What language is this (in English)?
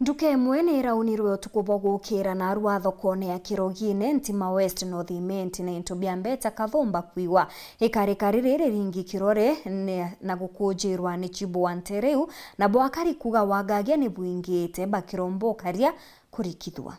Meru